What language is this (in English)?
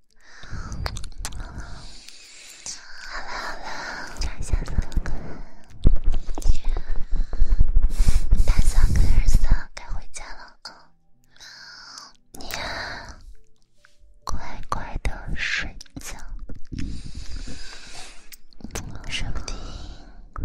Chinese